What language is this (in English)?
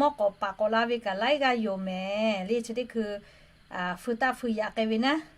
Lahu